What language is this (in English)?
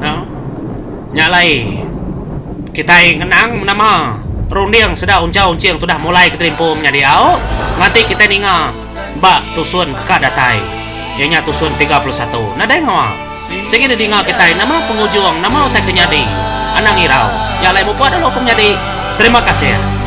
Iban